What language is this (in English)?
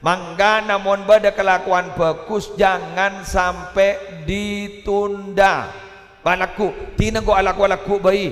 Madurese